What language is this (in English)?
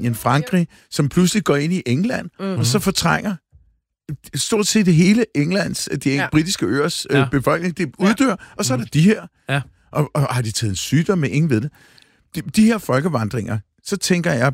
Danish